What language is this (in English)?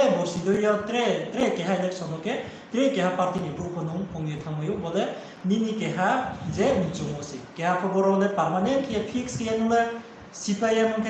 Riang (India)